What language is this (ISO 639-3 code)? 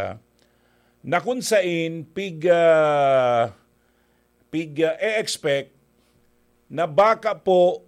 bik